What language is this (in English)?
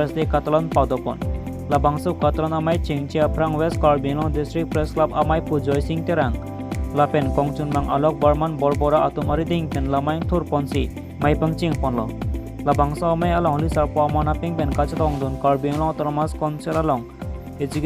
Karbi